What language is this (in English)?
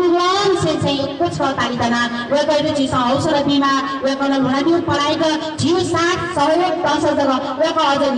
Newari